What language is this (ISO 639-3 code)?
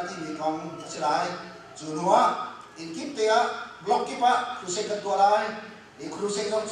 cnh